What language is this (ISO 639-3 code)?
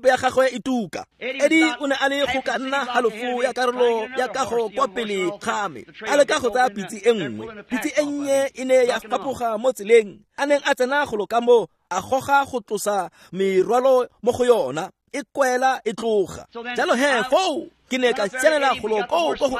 tsn